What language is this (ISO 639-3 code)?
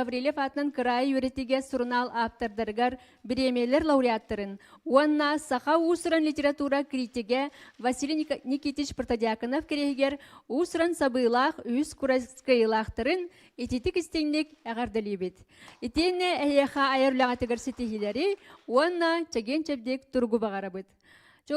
sah